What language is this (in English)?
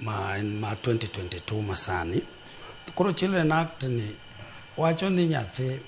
Luo (Kenya and Tanzania)